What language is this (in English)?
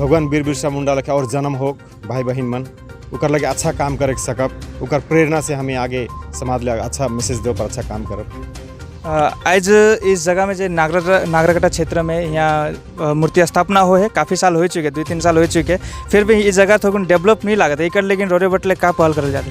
Sadri